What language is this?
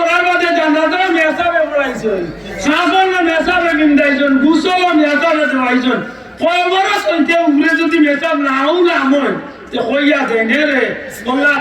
Sylheti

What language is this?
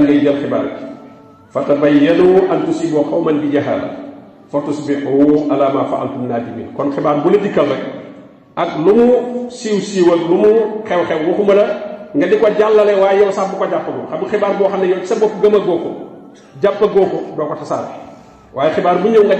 Wolof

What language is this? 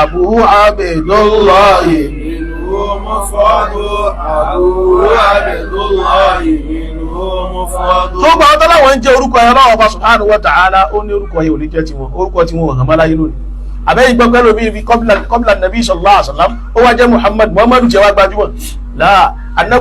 Yoruba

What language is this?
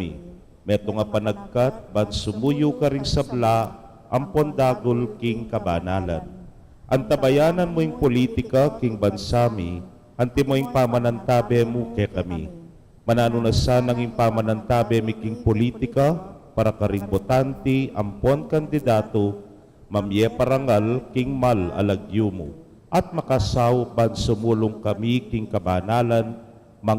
Pampanga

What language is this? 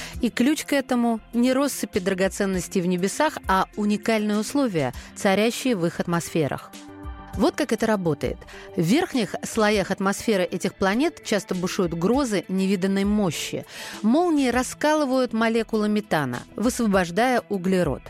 Russian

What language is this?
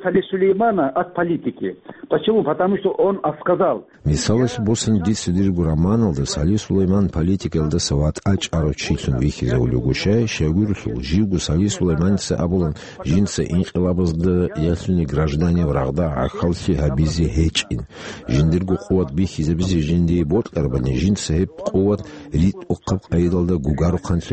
Avaric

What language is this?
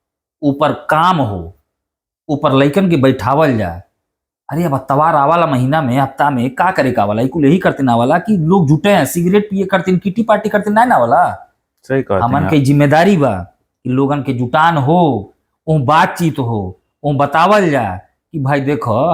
Bhojpuri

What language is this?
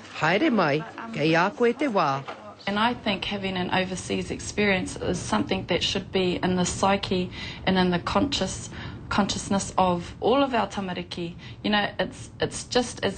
Māori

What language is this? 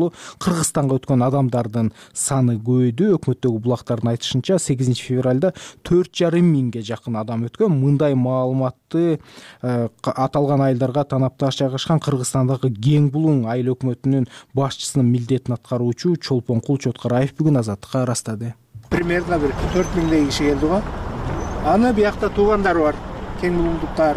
Kyrgyz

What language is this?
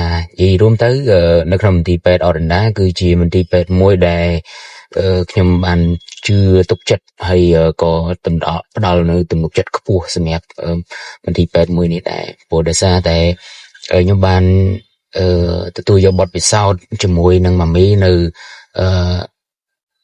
Khmer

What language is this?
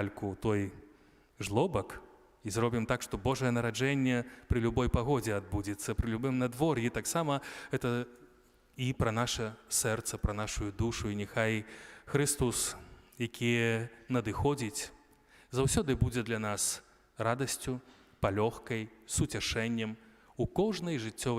Belarusian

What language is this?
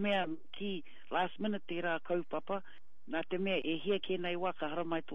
Māori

